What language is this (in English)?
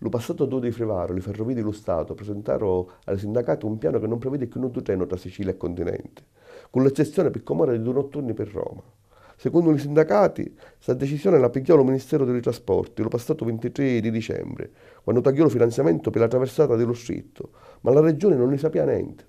Sicilian